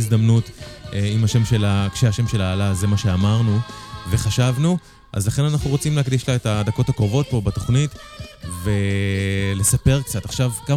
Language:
Hebrew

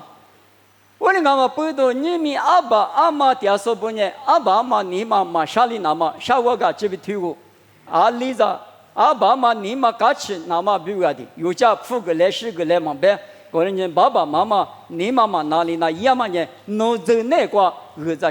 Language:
Lisu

